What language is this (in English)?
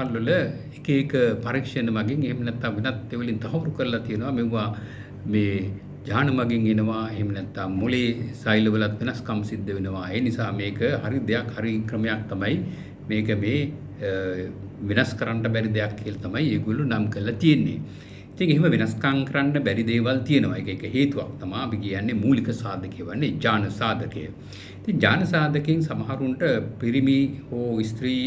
Sinhala